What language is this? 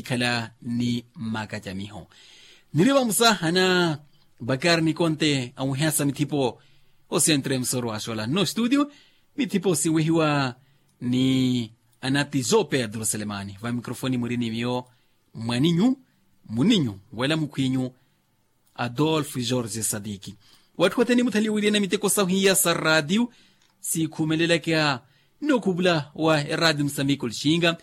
Makhuwa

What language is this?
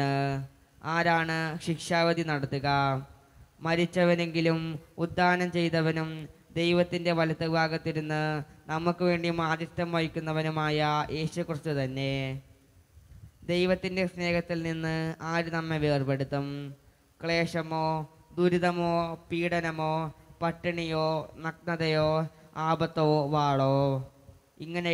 Malayalam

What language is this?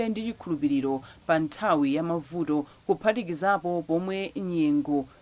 Nyanja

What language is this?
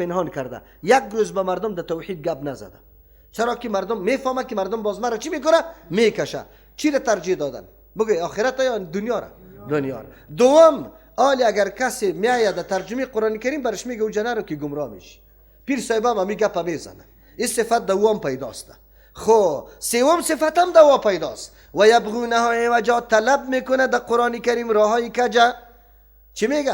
Persian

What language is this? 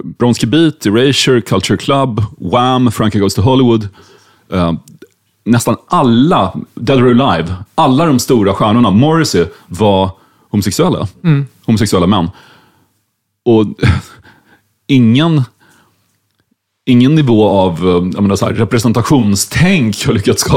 Swedish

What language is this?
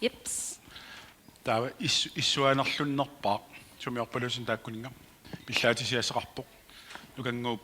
Kalaallisut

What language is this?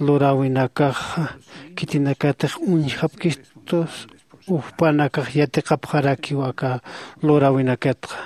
Aymara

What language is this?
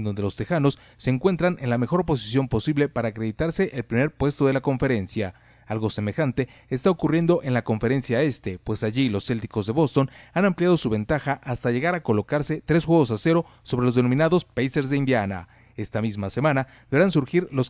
Spanish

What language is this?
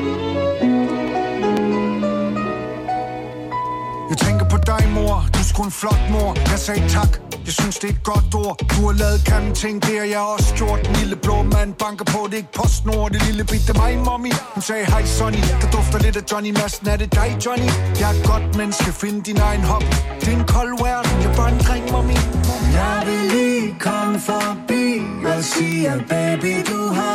Danish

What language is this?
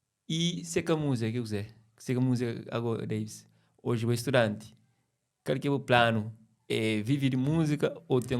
Kabuverdianu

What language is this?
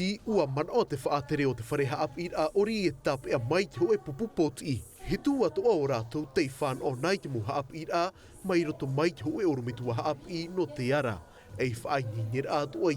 Tahitian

